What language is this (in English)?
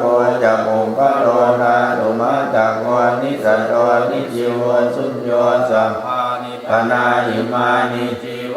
Pali